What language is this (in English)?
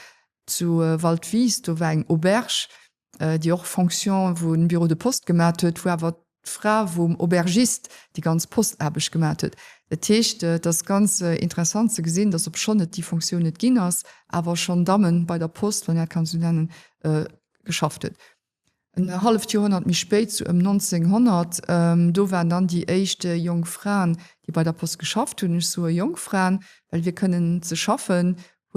Luxembourgish